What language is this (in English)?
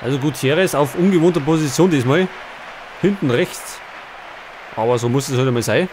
Bavarian